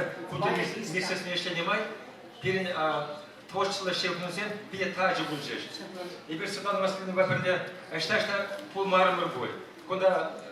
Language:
Chuvash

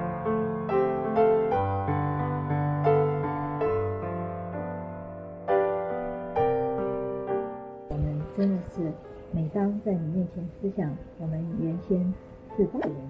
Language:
Chinese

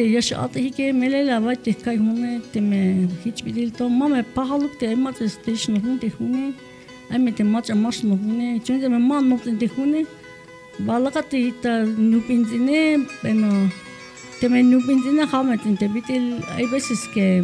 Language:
Tzeltal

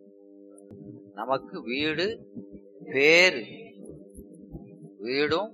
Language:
Tamil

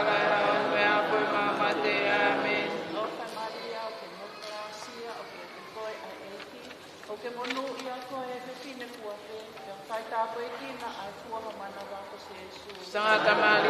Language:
Tongan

